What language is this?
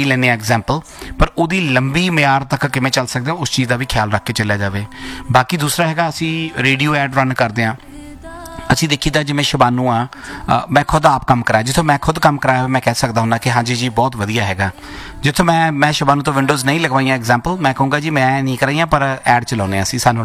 Punjabi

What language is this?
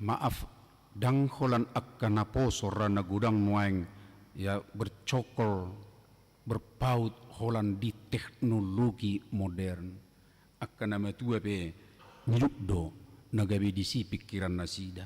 Batak Toba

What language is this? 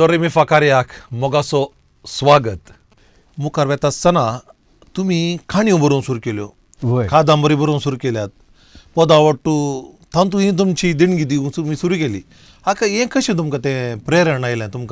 Konkani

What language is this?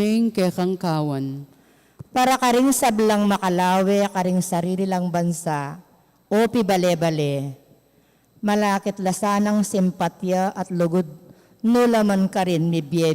Pampanga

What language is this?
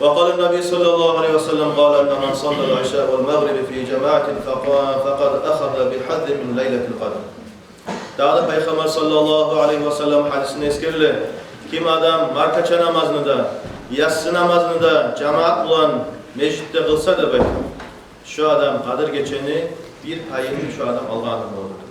Kumyk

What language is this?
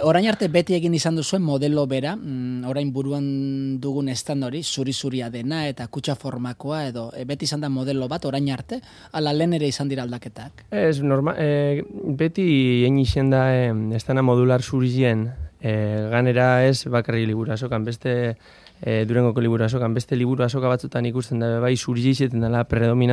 Basque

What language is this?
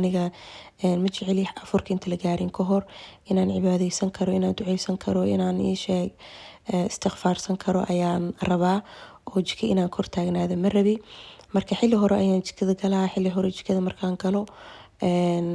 Somali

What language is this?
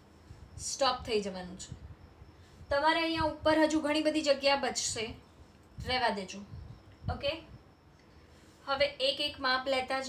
Gujarati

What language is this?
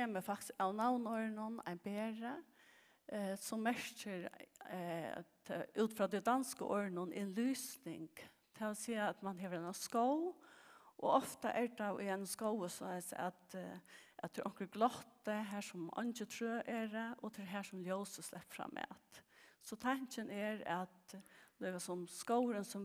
Faroese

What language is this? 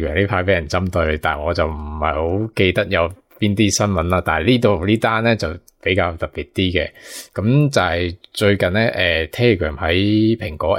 Cantonese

